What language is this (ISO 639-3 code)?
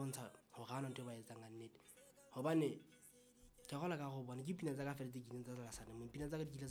sot